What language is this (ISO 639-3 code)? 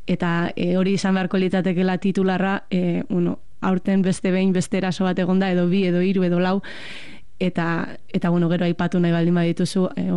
eus